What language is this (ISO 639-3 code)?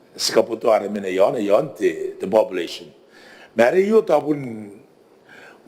gil